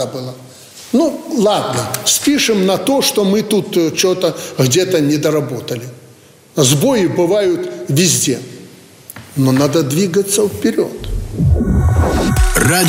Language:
Russian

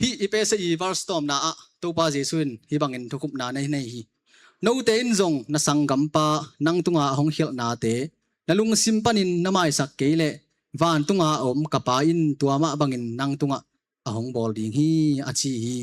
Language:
Tedim Chin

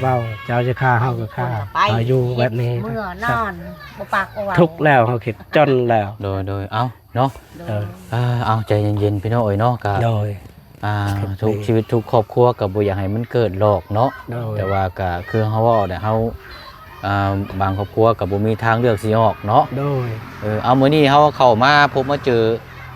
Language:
Lao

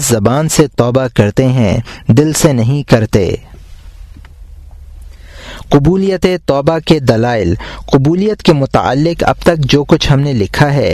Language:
Urdu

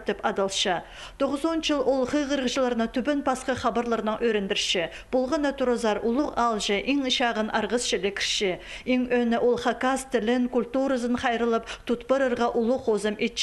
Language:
Khakas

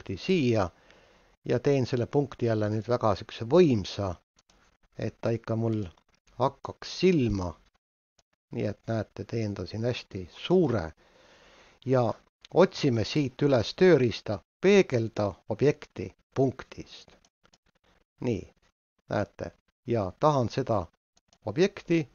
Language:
Estonian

